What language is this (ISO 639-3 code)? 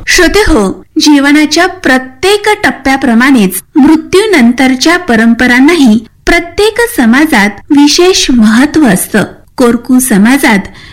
mar